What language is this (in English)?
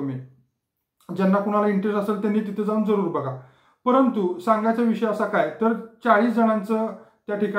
Marathi